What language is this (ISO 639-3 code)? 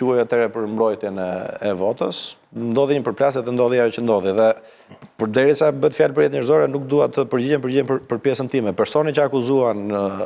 sqi